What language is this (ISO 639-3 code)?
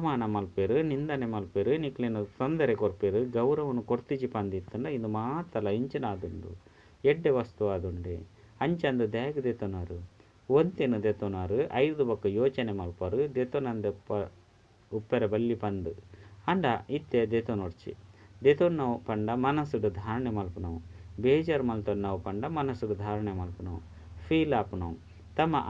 tcy